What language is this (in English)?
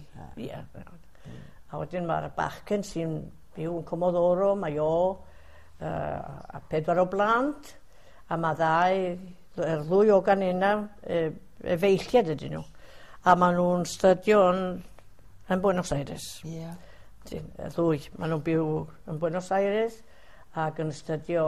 Welsh